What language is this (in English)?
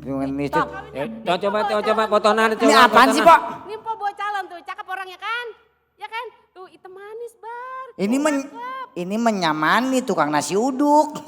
Betawi